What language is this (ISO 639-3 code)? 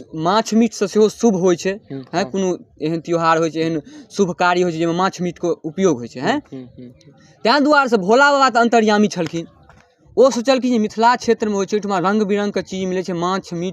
mai